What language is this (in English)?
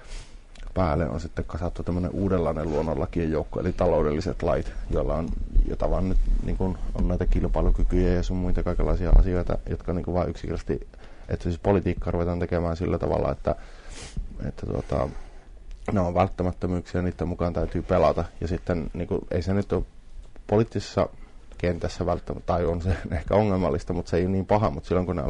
Finnish